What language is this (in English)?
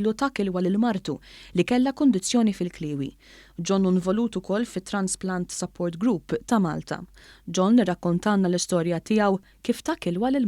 Maltese